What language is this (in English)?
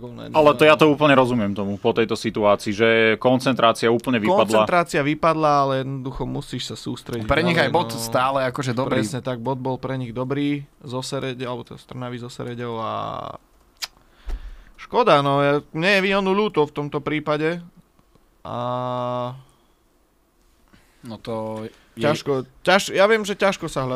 Slovak